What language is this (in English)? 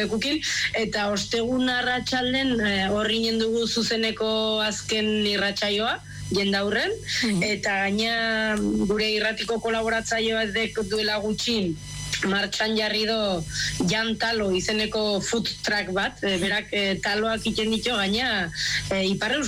Basque